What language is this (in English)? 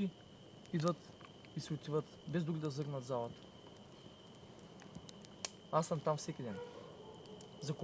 Bulgarian